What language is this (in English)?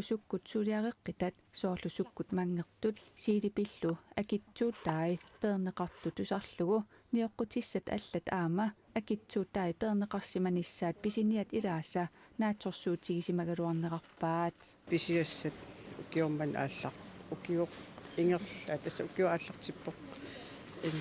Kalaallisut